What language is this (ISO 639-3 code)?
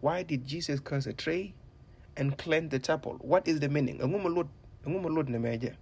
nus